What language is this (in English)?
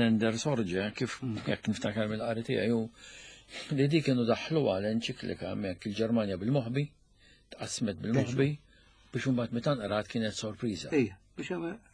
Maltese